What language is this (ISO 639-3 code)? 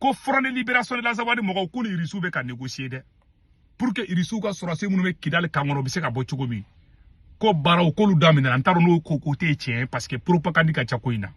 bam